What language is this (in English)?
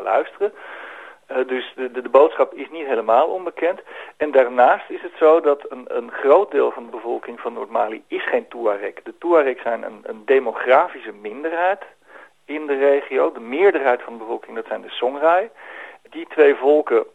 Dutch